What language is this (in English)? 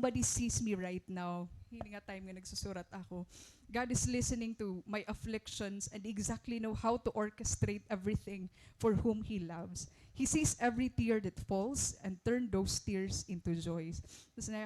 Waray